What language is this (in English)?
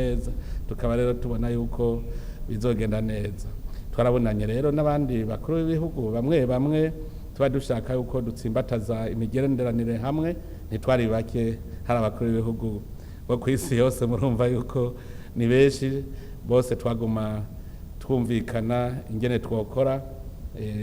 Rundi